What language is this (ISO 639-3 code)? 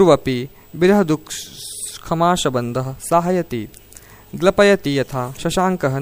san